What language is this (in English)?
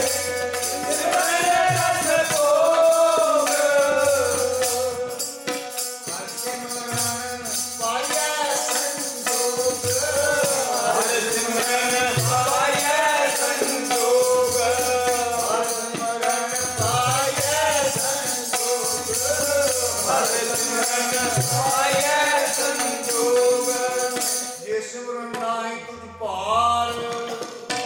Punjabi